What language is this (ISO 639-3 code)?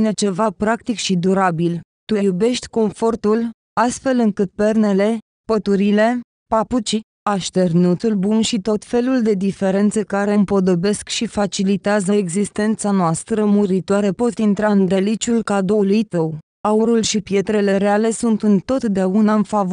ron